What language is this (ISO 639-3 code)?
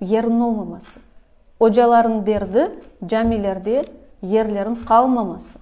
crh